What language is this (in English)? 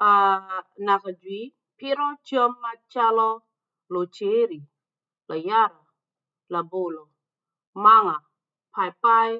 Acoli